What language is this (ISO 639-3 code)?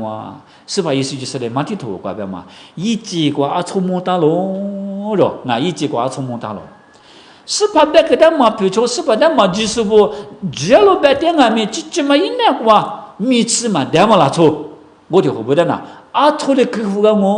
lis